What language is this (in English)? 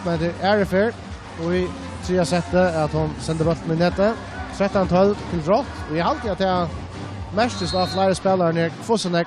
Faroese